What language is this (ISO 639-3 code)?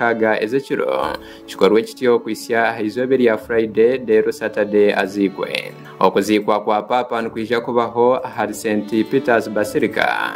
nyn